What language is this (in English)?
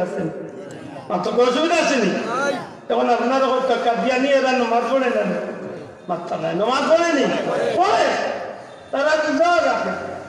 Sylheti